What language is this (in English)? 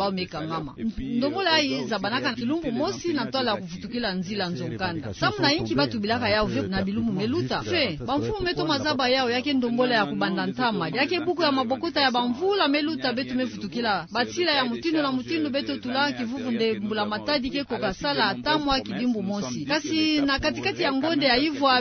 Kituba (Democratic Republic of Congo)